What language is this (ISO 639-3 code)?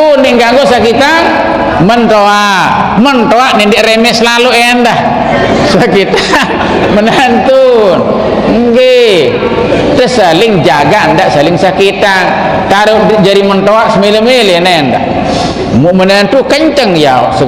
sas